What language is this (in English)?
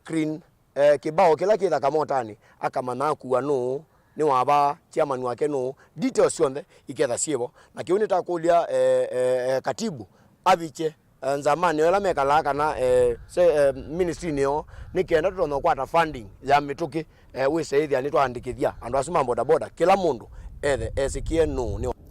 Kamba